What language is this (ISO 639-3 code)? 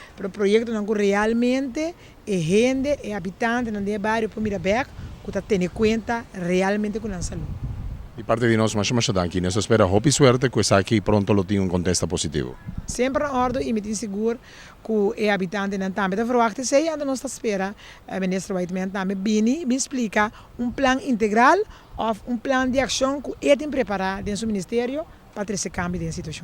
pap